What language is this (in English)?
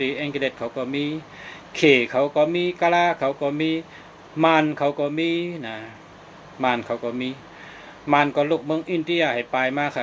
Shan